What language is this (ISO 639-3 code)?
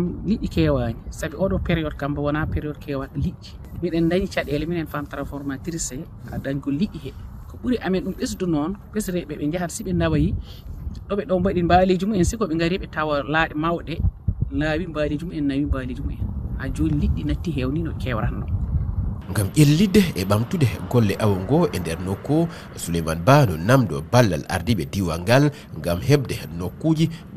ful